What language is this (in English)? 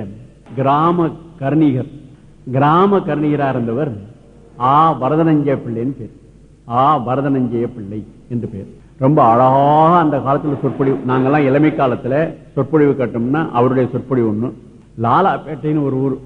Tamil